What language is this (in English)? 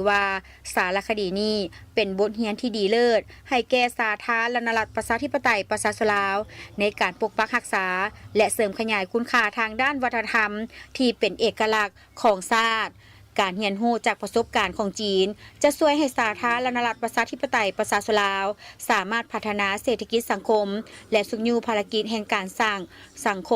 Lao